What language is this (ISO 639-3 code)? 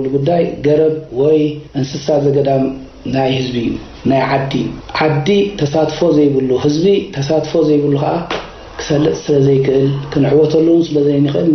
tir